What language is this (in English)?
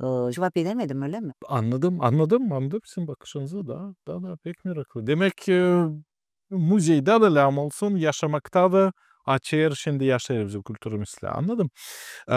Gagauz